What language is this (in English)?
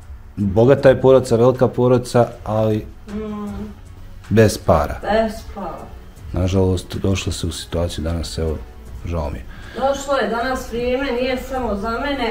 Bosnian